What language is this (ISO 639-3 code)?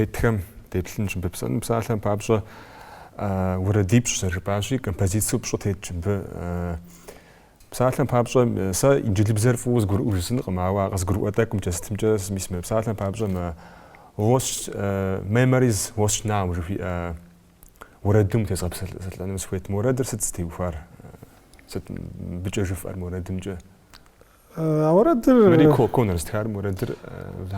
kbd